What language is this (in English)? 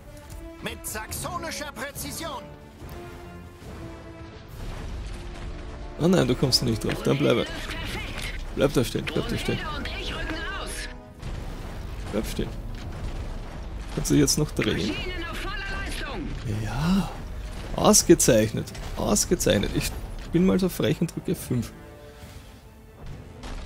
German